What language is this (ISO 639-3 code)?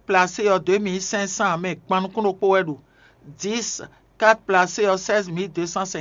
fon